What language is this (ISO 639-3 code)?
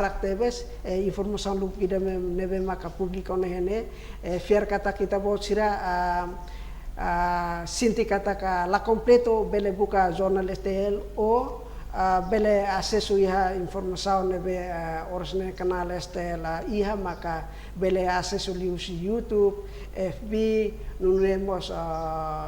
tet